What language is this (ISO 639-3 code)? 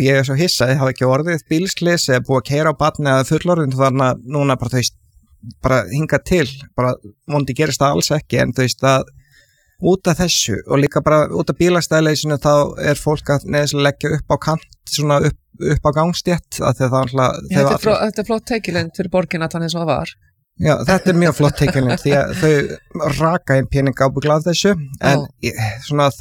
isl